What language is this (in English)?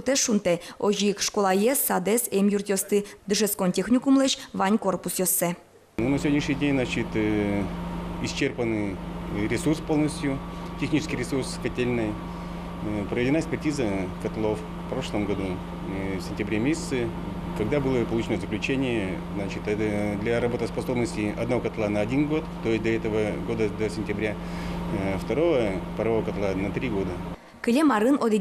Udmurt